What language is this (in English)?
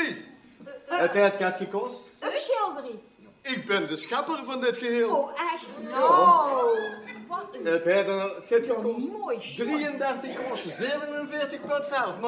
Limburgish